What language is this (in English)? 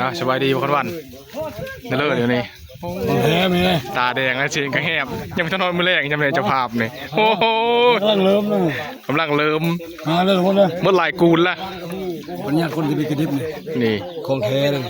Northeastern Thai